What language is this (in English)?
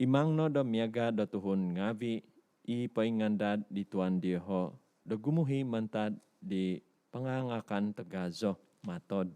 Central Dusun